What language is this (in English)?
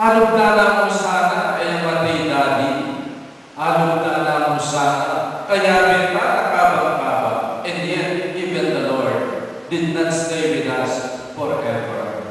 Pampanga